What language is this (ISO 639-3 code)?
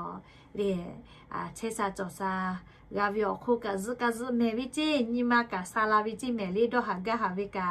lhu